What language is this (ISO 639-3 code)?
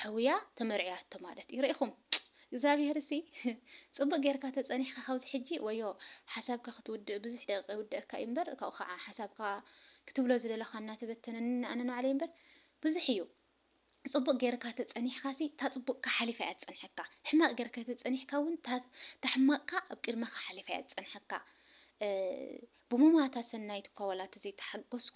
tir